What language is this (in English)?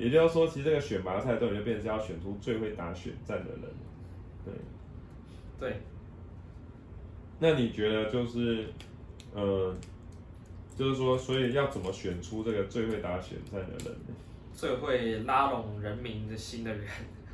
Chinese